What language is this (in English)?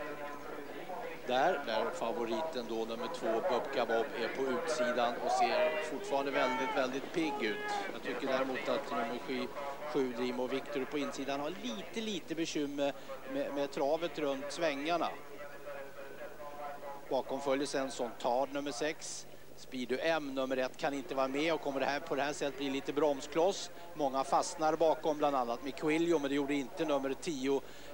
Swedish